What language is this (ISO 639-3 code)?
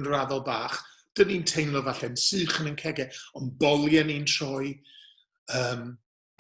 cym